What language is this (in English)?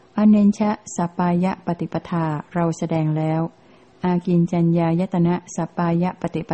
Thai